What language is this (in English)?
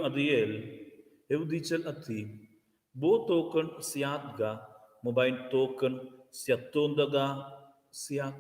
Romansh